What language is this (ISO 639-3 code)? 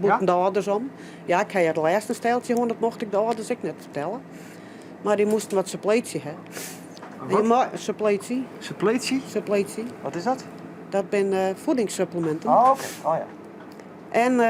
fry